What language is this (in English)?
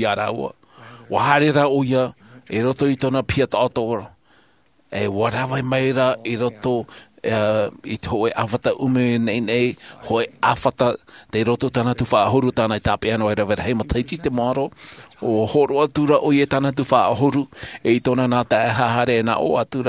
Tahitian